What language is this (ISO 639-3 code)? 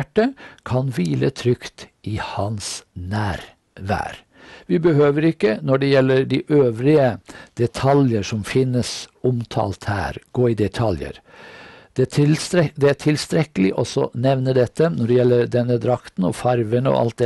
nor